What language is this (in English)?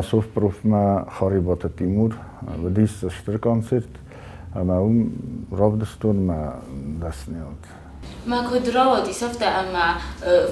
Ossetic